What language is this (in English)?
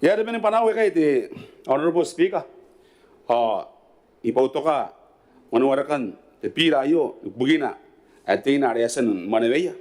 Gilbertese